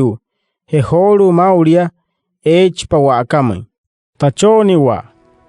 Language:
Wayuu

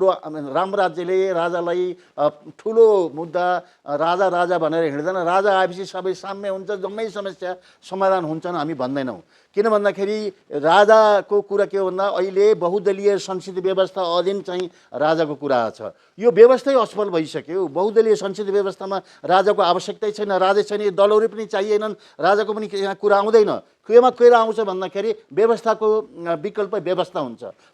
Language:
Nepali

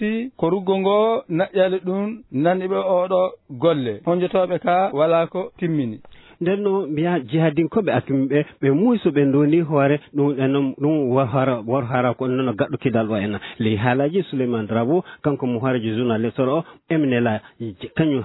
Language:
Fula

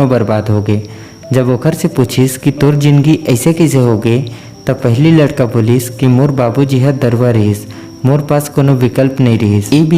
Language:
Chhattisgarhi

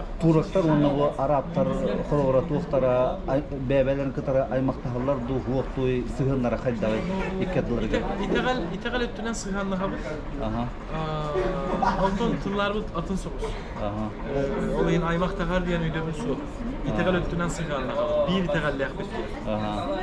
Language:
Yakut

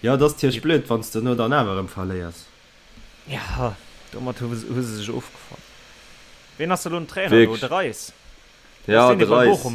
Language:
Luxembourgish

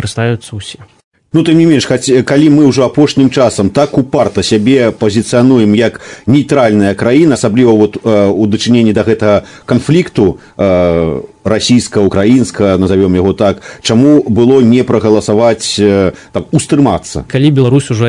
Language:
Belarusian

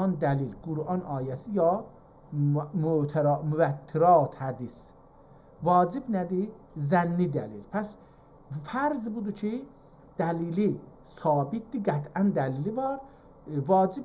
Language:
South Azerbaijani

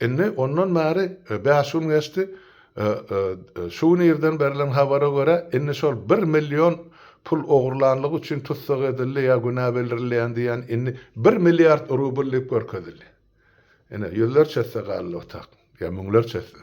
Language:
Turkmen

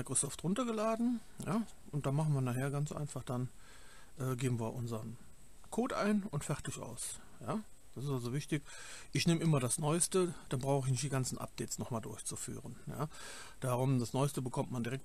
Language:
German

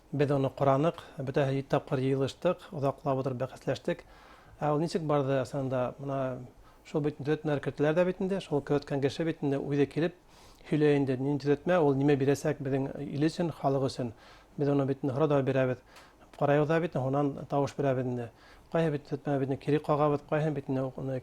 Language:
Bashkir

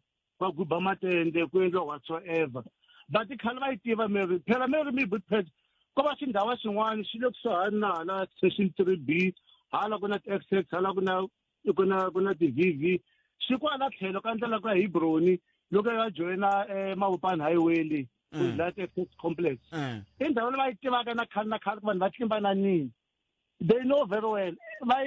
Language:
Tsonga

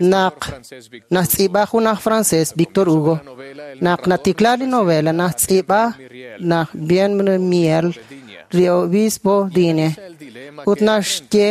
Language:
Kekchí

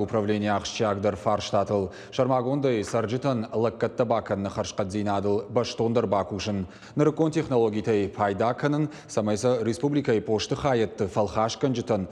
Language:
Ossetic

